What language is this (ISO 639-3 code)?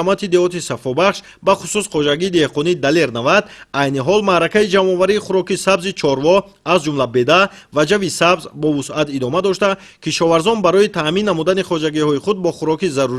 tgk